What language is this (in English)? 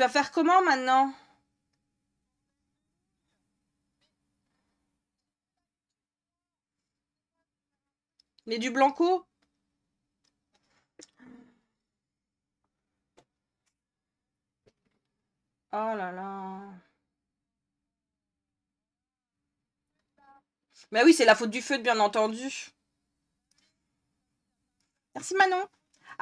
French